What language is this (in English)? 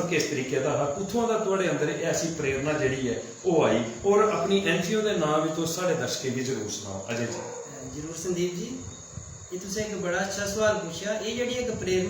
Dogri